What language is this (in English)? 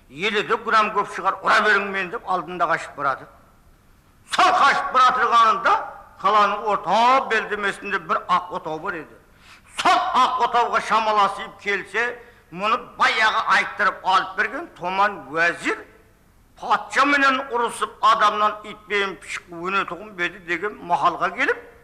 Kara-Kalpak